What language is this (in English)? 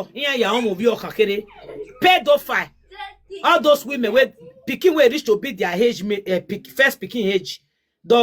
Nigerian Pidgin